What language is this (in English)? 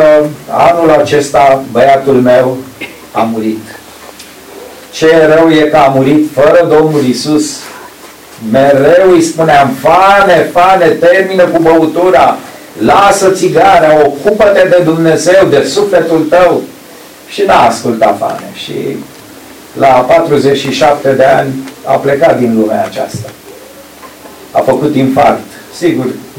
Romanian